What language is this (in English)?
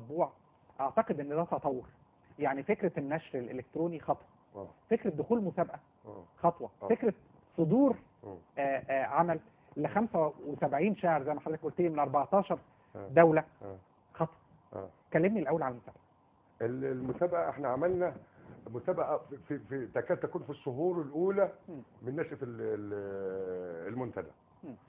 Egyptian Arabic